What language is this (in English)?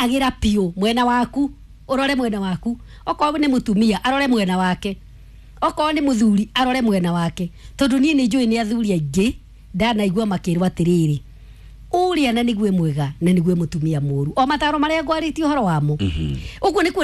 Kikuyu